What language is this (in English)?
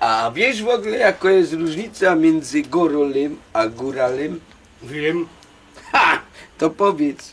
Silesian